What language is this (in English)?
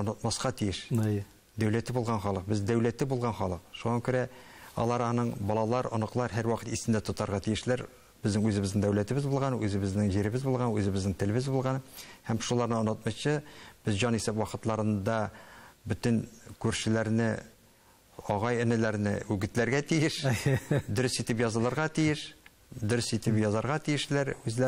Tatar